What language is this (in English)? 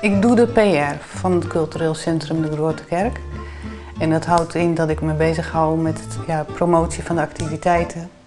Western Frisian